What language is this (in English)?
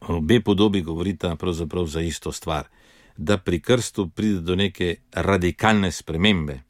Slovenian